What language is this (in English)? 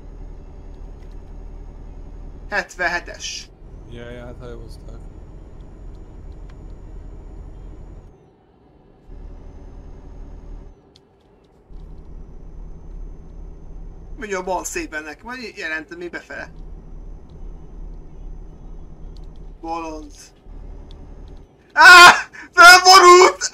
Hungarian